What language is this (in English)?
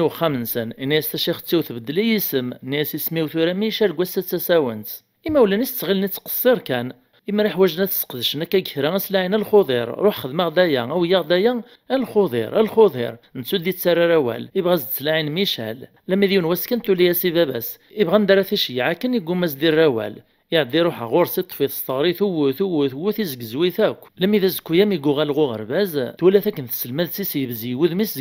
Kabyle